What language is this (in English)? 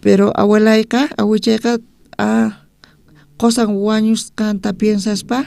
South Bolivian Quechua